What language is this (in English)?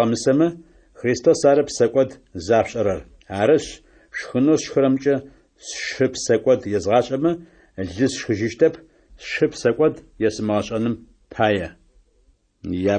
Adyghe